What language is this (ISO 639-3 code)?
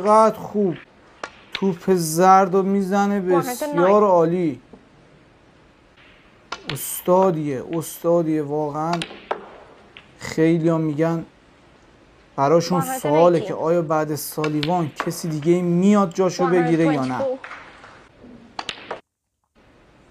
fas